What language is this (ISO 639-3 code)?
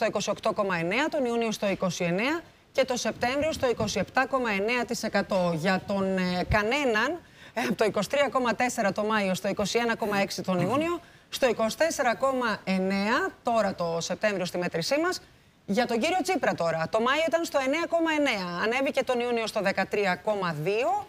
ell